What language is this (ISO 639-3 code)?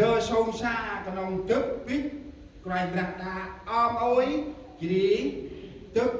cmo